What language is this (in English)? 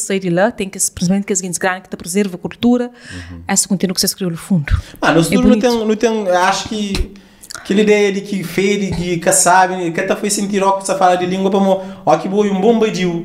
Kabuverdianu